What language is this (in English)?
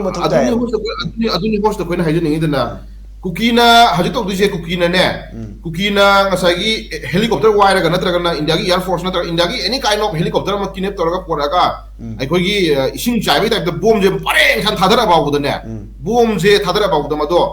Manipuri